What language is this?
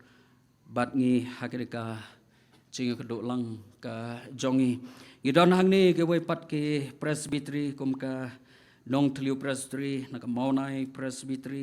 Khasi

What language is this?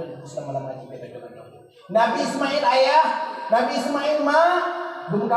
Achinese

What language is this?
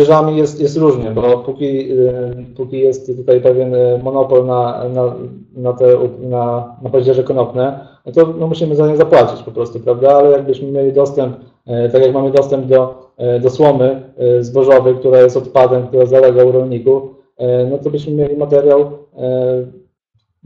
Polish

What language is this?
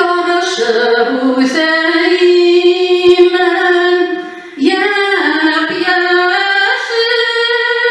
Bashkir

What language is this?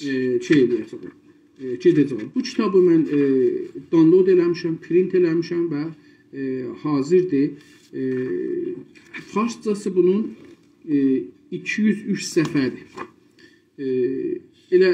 South Azerbaijani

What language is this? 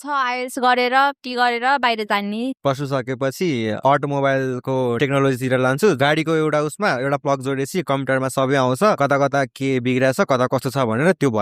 Nepali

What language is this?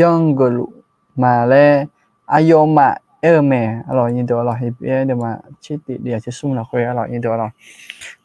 Akha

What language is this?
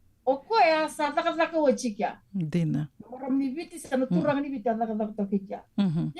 Fijian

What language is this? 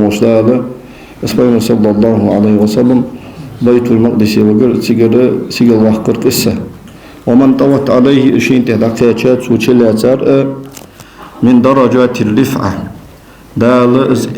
Ingush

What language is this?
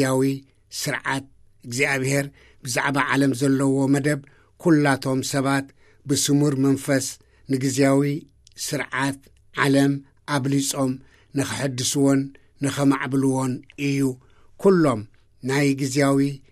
Tigrinya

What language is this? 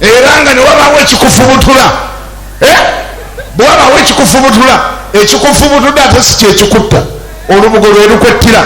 Ganda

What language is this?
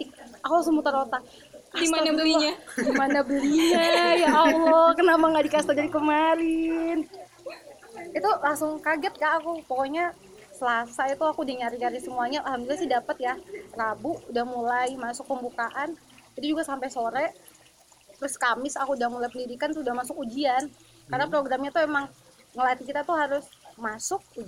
Indonesian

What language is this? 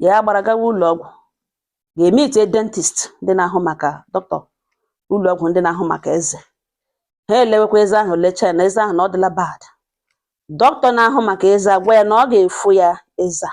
Igbo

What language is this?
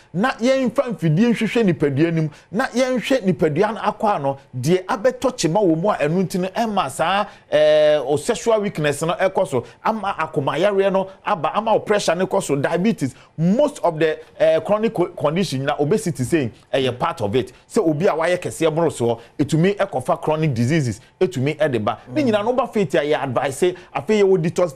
Akan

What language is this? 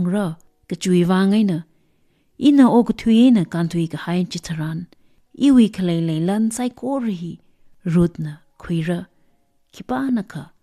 Tangkhul Naga (India)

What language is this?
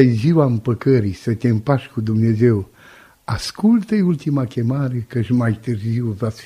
Romanian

